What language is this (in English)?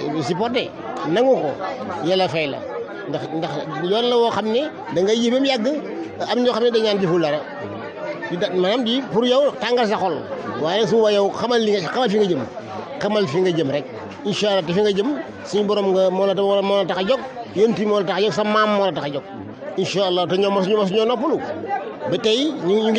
Wolof